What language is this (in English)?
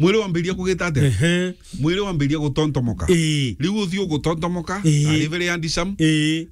Meru